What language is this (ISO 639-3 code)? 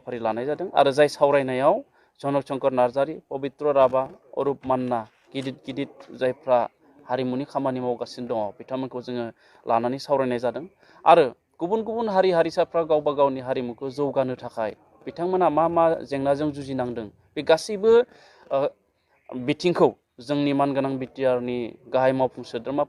brx